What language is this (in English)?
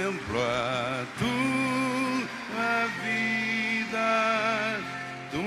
Romansh